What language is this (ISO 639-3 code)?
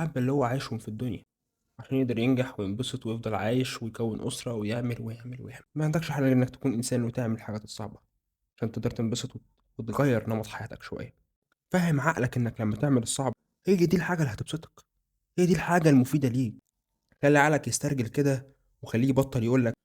arz